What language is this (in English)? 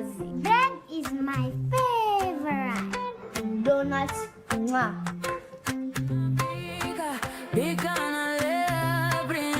Meru